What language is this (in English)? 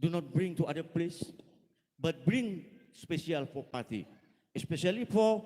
Batak Toba